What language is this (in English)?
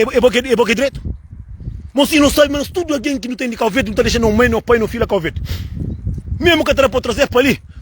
Kabuverdianu